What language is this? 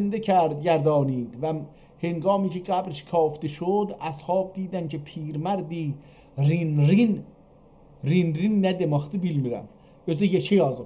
South Azerbaijani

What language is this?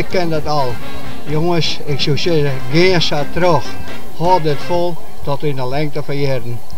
Western Frisian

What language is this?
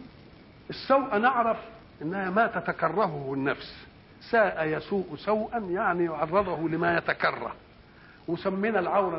Arabic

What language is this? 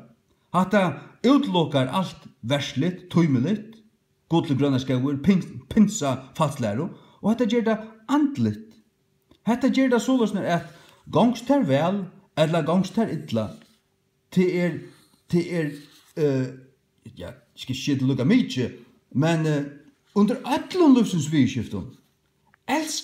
Faroese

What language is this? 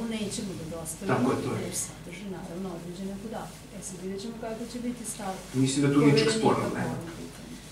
Serbian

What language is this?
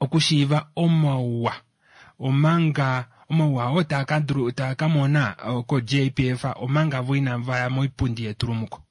Kuanyama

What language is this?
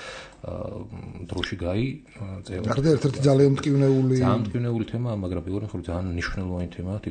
Georgian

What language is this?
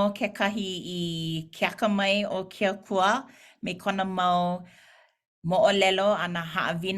Hawaiian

